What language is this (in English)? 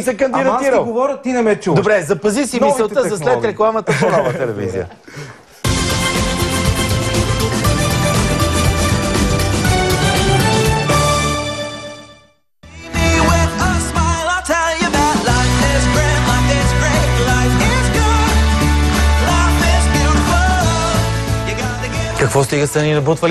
Bulgarian